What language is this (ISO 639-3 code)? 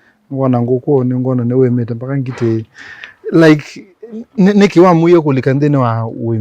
kam